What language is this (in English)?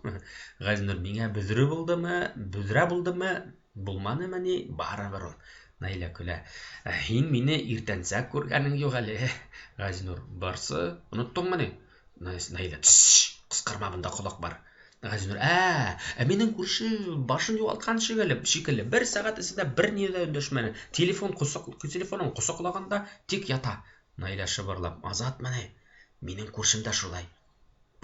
Bashkir